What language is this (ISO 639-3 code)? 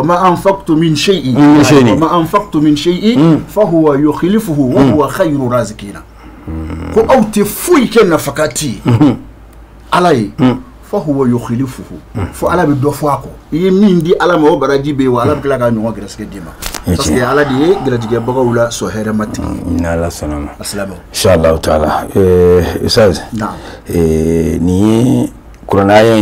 bam